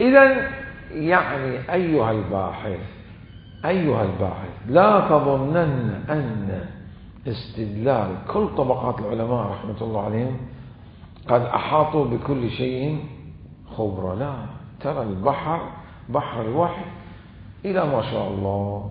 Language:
Mesopotamian Arabic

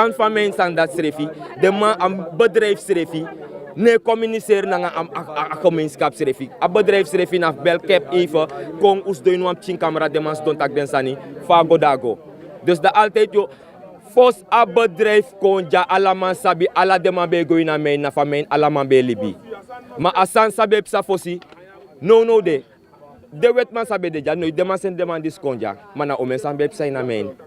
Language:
Sranan Tongo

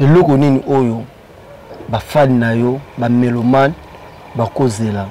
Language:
Lingala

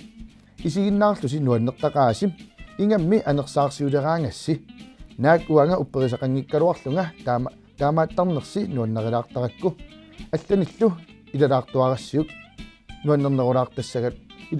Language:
Kalaallisut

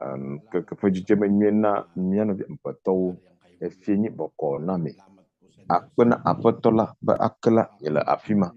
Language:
Ewe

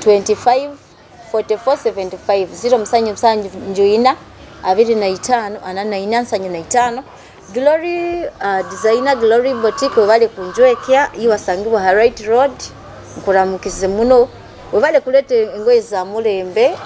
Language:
Nyoro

